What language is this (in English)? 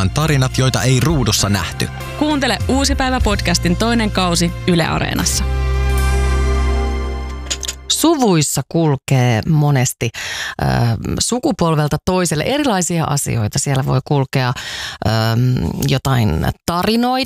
Finnish